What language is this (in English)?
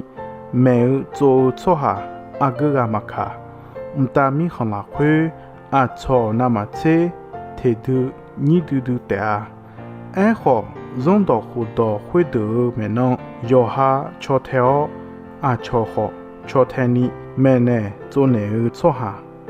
Akha